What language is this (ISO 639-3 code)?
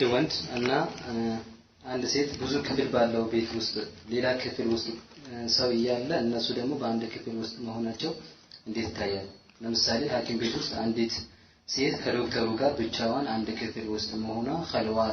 amh